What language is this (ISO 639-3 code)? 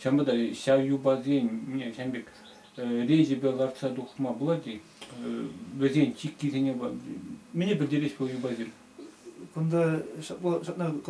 chv